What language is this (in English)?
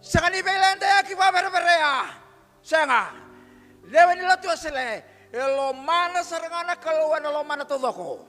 Fijian